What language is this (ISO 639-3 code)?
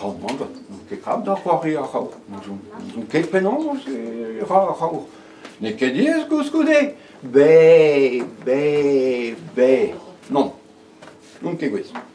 bre